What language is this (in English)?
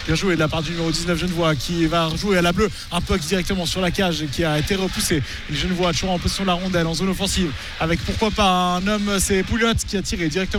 French